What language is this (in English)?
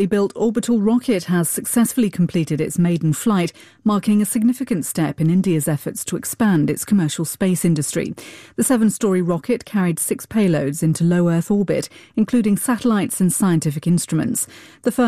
English